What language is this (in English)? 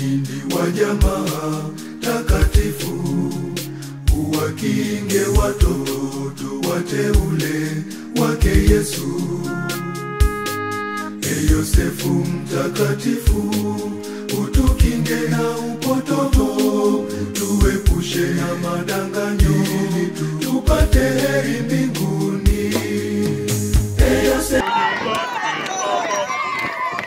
Swahili